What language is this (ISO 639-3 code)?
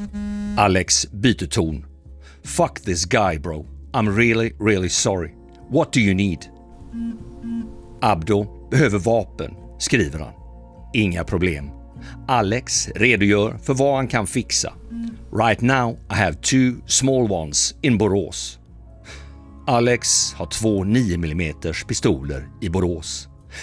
swe